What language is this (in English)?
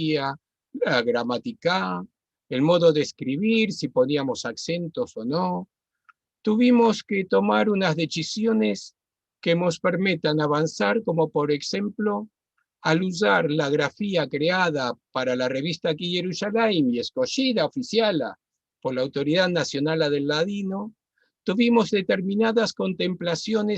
Ladino